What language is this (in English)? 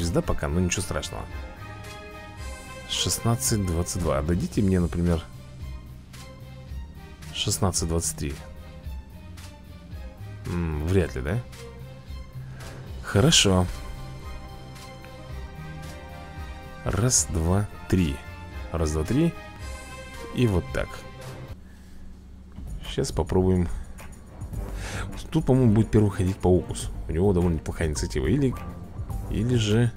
Russian